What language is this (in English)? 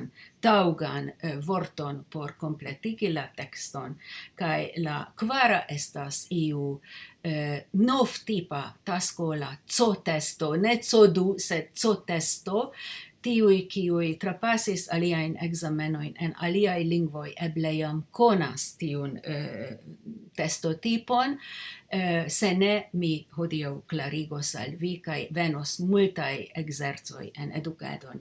Esperanto